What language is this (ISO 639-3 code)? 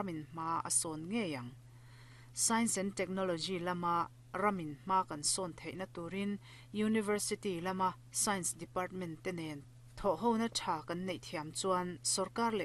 lus